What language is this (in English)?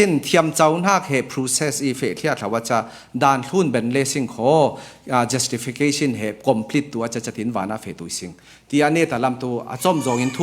Falam Chin